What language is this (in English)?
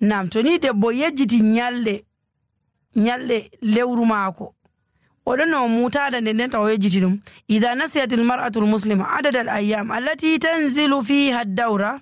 Nigerian Fulfulde